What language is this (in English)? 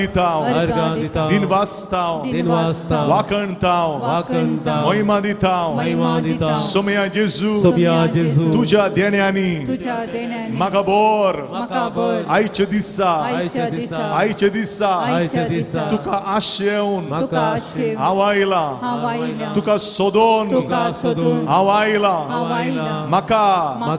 Konkani